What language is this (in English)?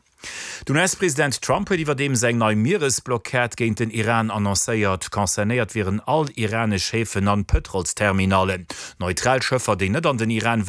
Luxembourgish